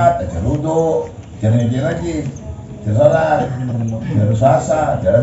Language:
Madurese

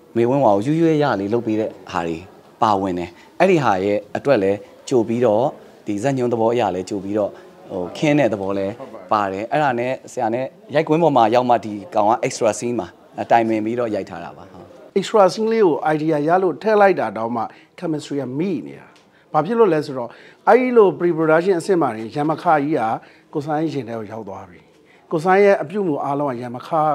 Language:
Burmese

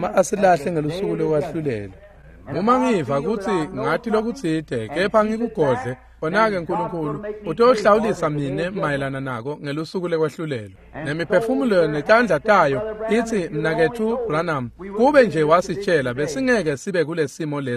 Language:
Swati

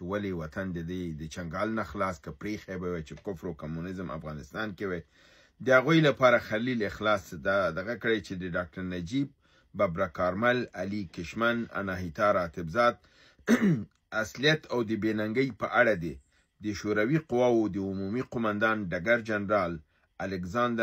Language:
Pashto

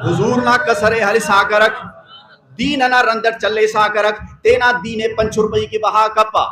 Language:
Brahui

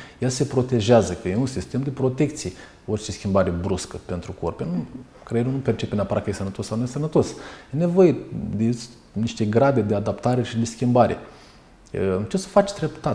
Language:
Romanian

